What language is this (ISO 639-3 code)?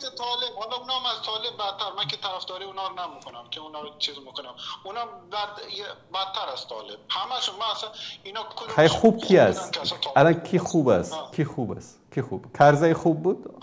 fas